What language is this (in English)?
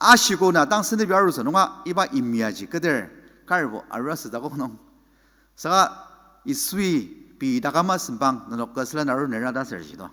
Ao Naga